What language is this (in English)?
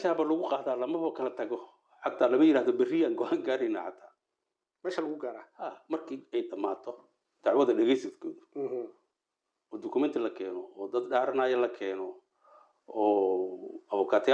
Somali